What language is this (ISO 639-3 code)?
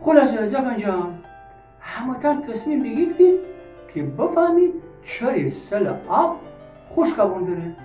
glk